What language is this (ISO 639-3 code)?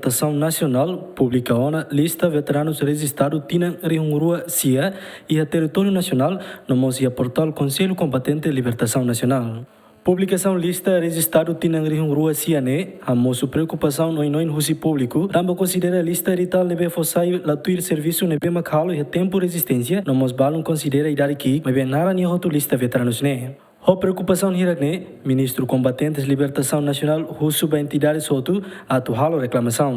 tet